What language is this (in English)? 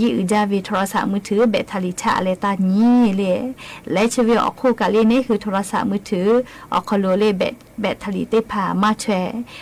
Lahu